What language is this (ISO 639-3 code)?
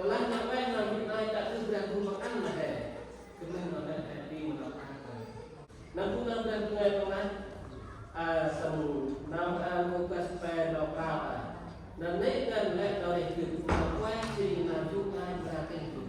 cmo